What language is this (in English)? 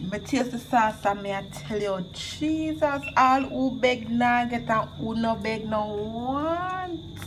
Jamaican Creole English